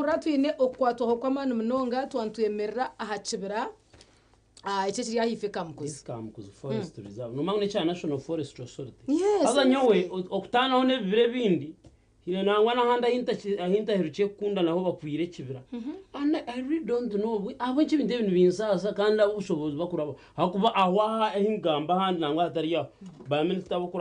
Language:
Nyankole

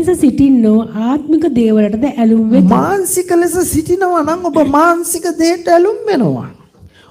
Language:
Sinhala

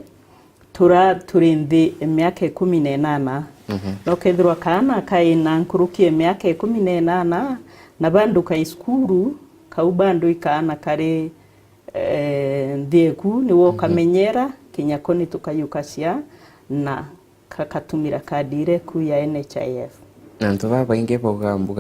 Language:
Meru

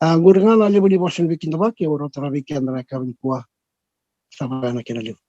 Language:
Fijian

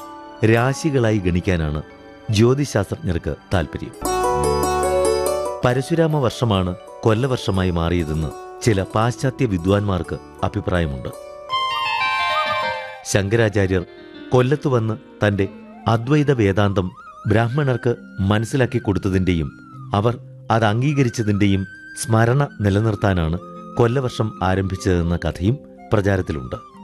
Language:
Malayalam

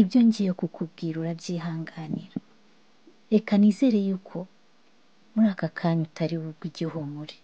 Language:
Kinyarwanda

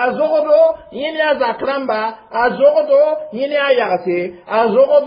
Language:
Mossi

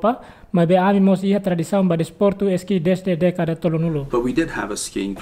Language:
Tetum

